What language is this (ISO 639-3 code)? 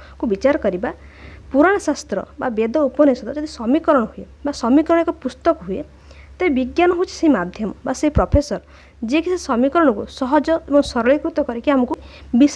ori